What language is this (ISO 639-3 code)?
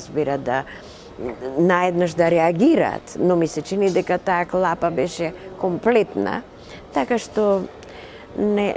mkd